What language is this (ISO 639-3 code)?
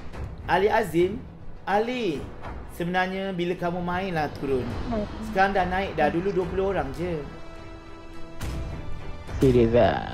msa